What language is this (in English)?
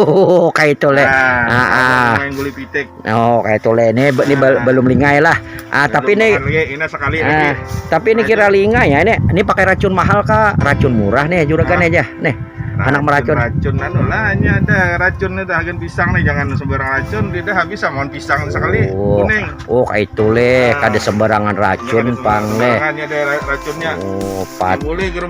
Banjar